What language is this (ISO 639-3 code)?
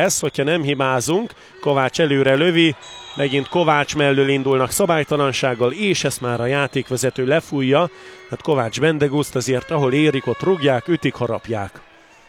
hun